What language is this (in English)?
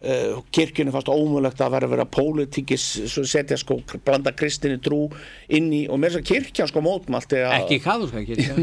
Icelandic